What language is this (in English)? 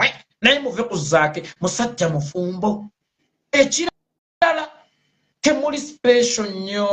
Ganda